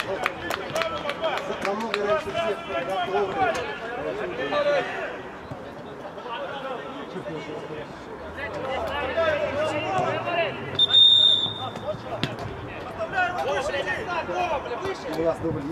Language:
Russian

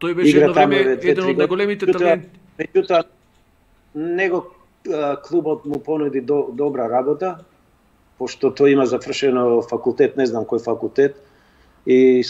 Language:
Macedonian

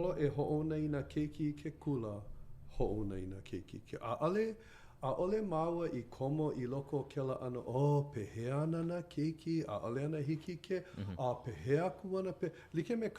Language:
Hawaiian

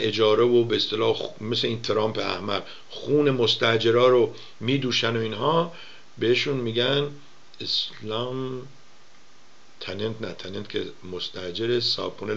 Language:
Persian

